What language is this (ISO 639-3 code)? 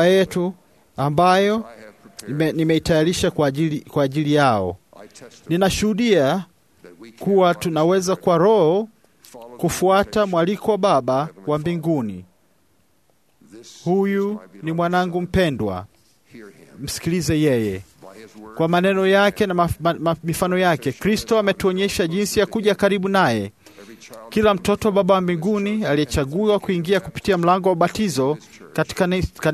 swa